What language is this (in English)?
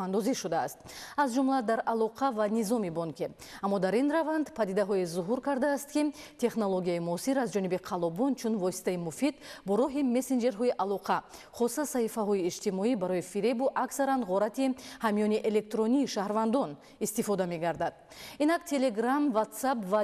Tajik